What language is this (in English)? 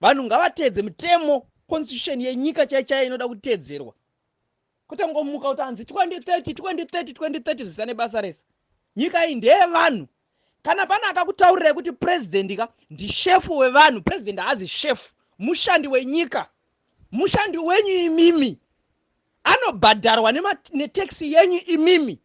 Shona